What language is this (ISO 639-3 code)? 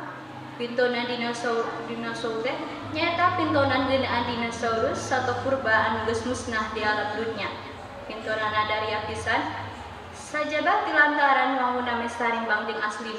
sun